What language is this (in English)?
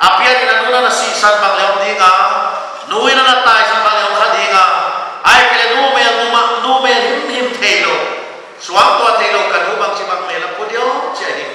Paite Chin